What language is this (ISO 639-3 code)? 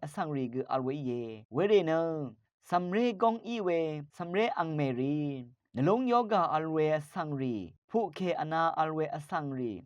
raw